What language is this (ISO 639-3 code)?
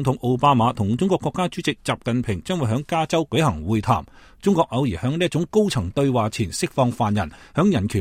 yue